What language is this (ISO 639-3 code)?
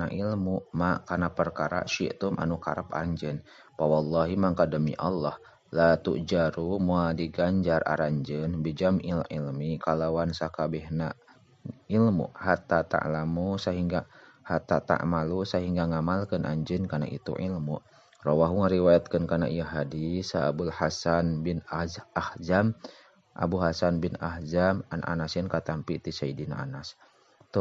sun